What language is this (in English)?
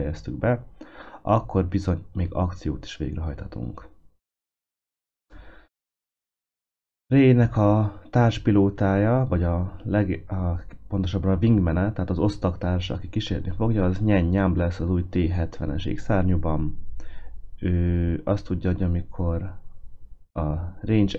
Hungarian